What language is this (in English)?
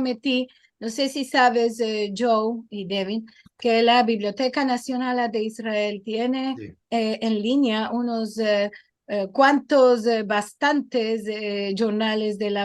Ladino